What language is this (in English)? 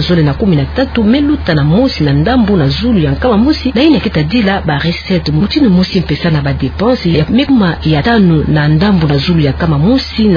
Kituba (Democratic Republic of Congo)